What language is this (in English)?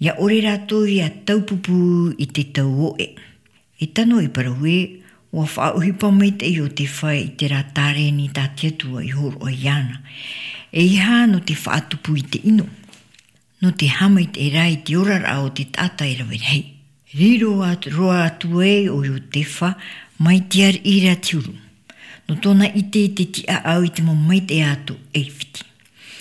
Tahitian